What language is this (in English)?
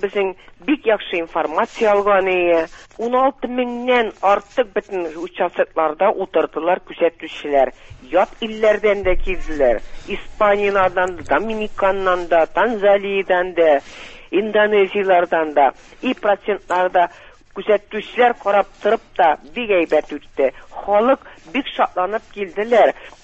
Tatar